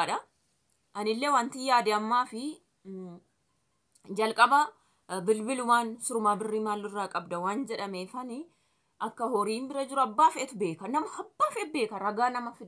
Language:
Oromo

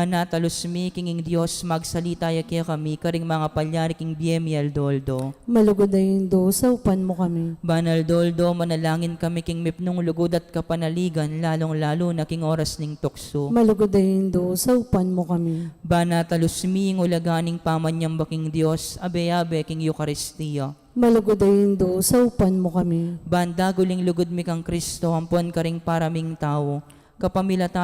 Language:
Pampanga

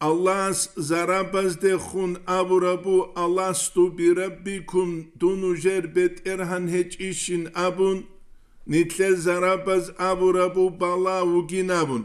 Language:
Avaric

